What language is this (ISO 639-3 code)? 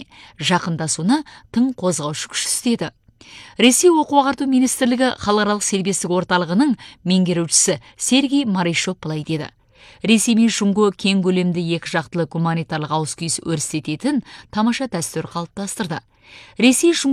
kaz